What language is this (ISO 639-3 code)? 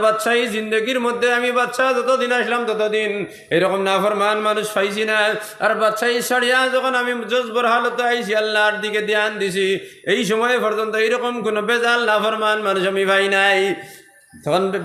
syl